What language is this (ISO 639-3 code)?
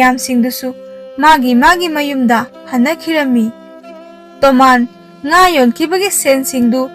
mni